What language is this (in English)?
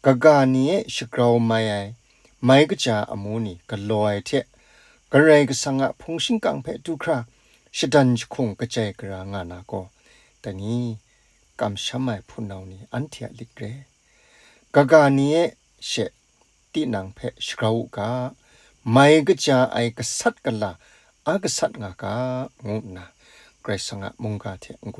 Kachin